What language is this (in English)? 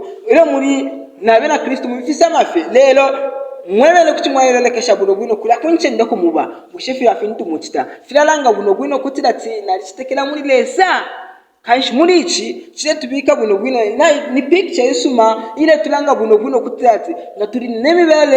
Bemba